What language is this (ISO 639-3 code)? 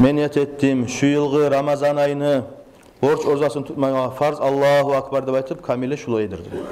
kum